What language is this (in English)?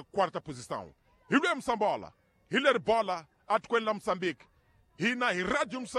Tsonga